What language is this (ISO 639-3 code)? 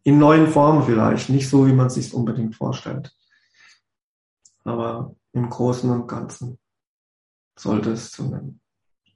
deu